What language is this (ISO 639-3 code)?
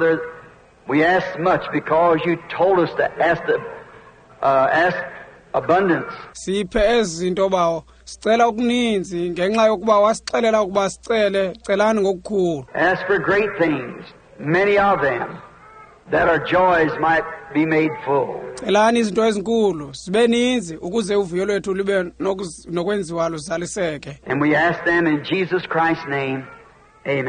xho